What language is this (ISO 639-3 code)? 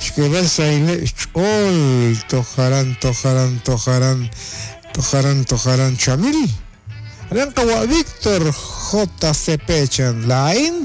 kek